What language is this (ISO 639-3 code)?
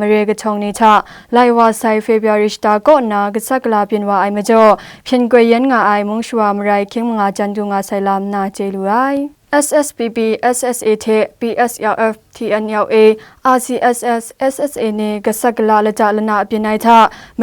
kac